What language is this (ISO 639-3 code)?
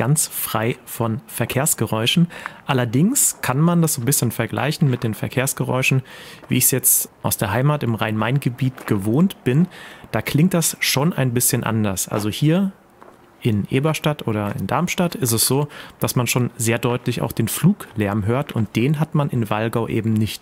deu